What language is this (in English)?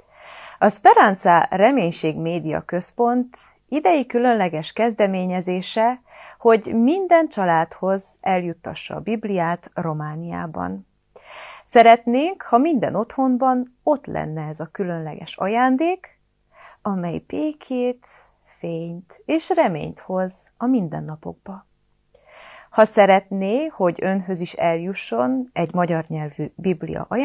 Hungarian